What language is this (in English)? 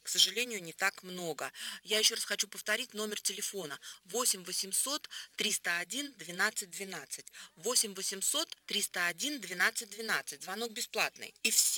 Russian